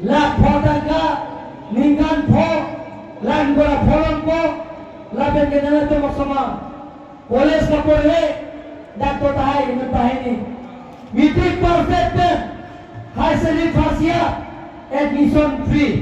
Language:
Karbi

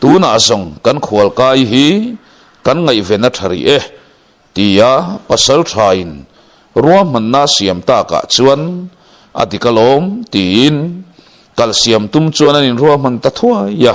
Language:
Mizo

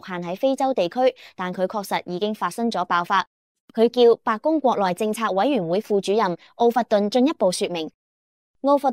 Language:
Cantonese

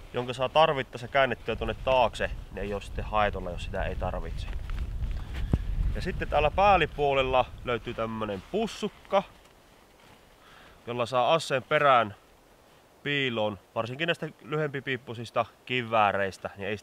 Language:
Finnish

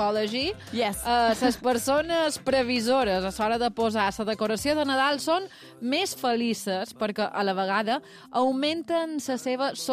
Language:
Catalan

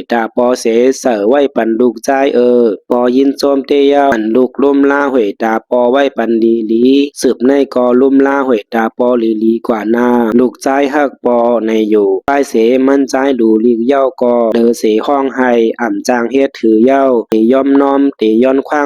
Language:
Shan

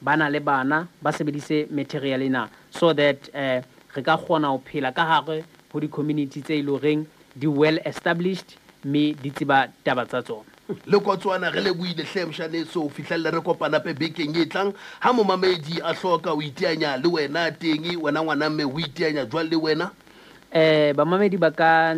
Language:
Southern Sotho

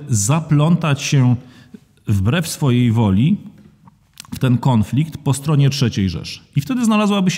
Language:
Polish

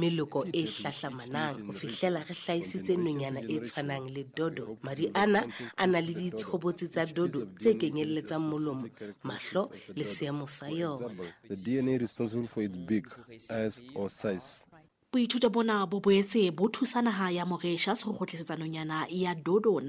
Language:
Southern Sotho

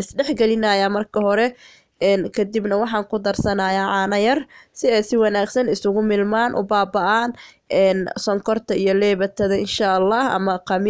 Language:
Somali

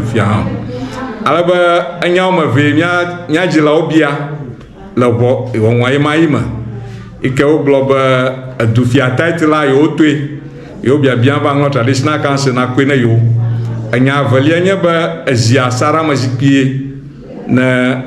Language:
Ewe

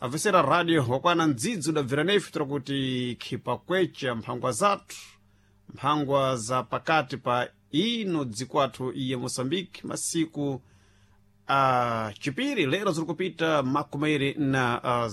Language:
Sena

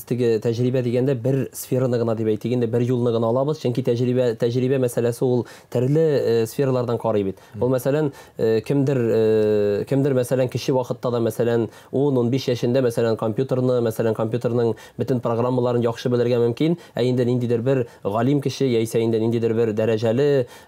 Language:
Tatar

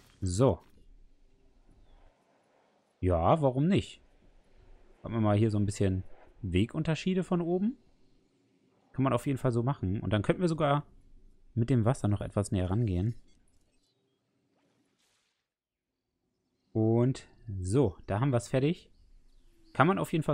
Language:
German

